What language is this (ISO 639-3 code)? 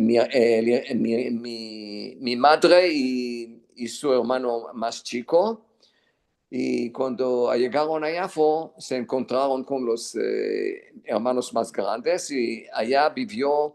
lad